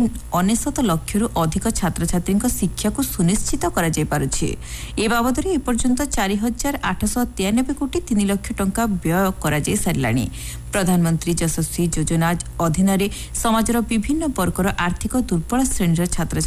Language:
Odia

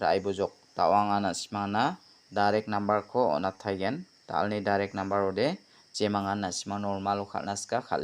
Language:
Garo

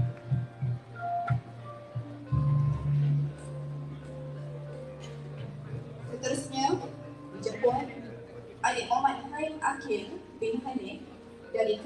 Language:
Malay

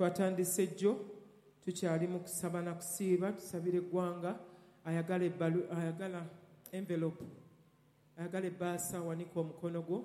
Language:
Ganda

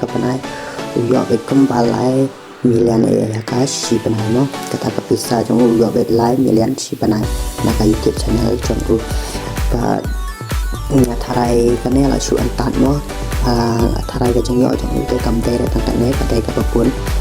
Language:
Khasi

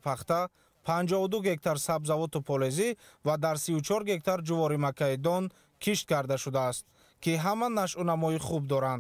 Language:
Tajik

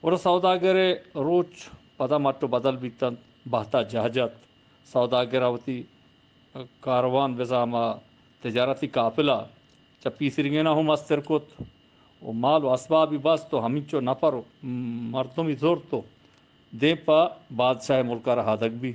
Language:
Eastern Balochi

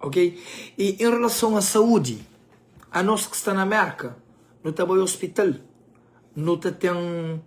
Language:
Kabuverdianu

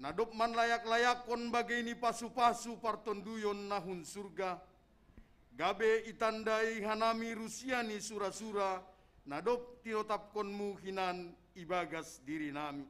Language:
Batak Simalungun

